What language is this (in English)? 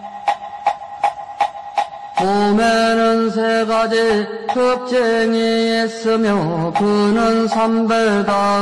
Korean